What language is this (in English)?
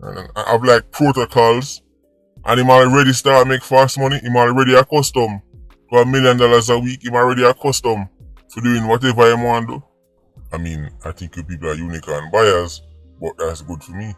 Jamaican Creole English